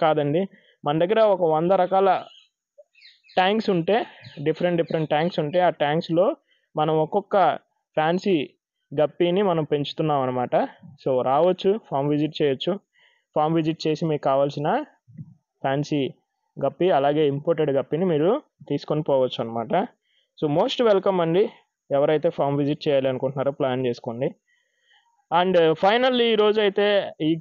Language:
Telugu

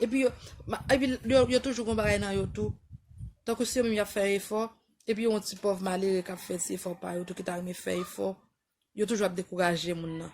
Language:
Haitian Creole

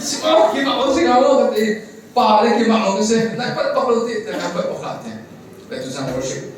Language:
Hakha Chin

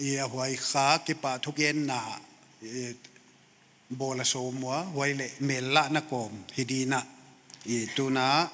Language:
Paite Chin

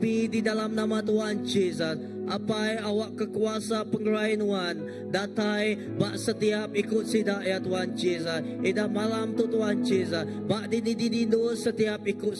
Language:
Iban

